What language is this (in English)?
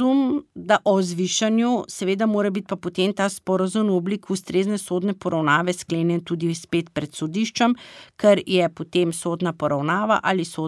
Slovenian